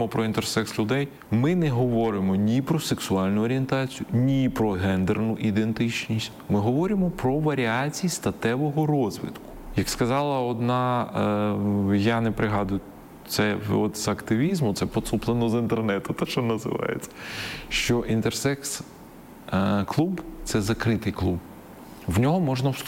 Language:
Ukrainian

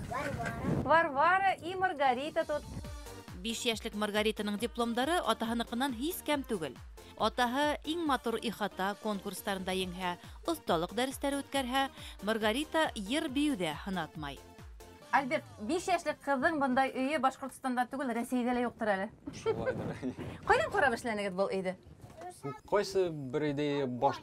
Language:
Bashkir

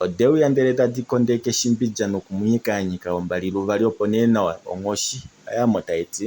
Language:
Kuanyama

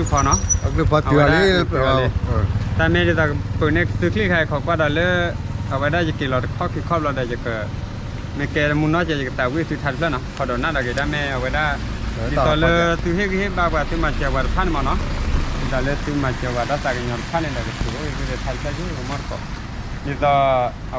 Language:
S'gaw Karen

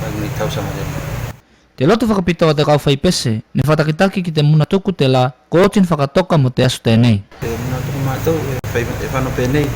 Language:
Tuvalu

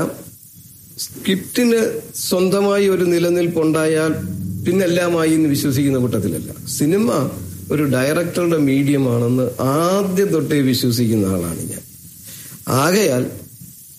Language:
Malayalam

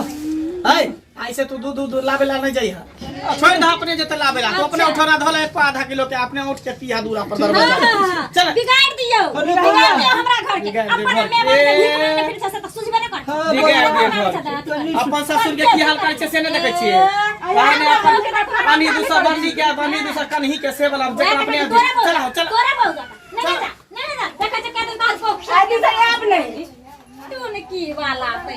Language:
Maithili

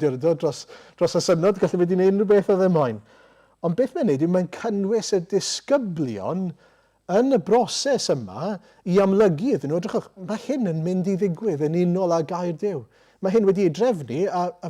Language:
Welsh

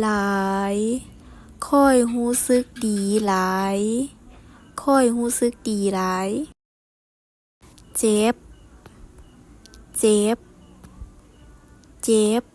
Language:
Lao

